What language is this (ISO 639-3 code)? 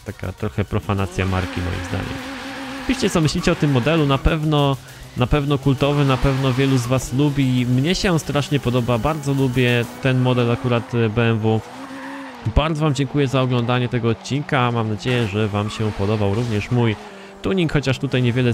pol